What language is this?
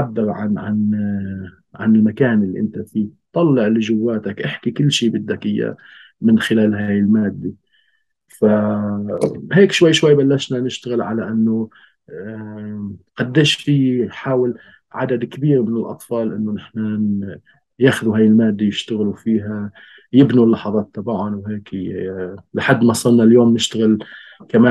North Levantine Arabic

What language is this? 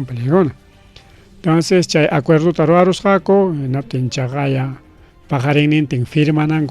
Ayacucho Quechua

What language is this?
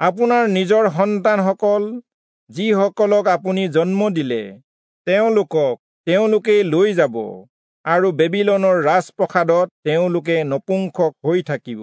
Assamese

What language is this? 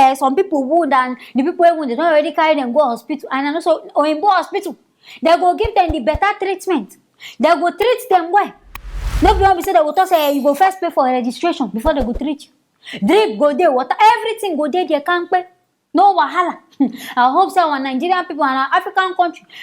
Nigerian Pidgin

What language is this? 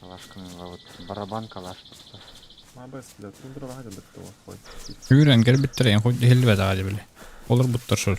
Yakut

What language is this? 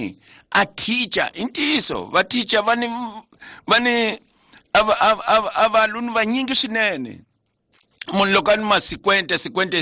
Tsonga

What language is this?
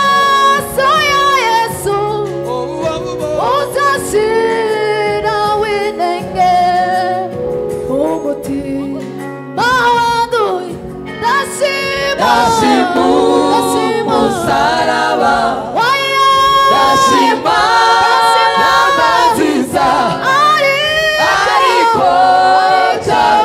Kinyarwanda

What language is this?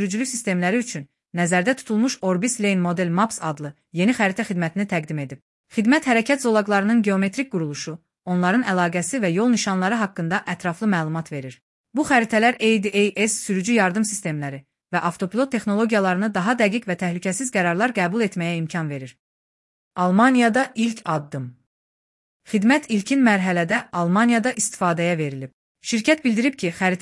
Azerbaijani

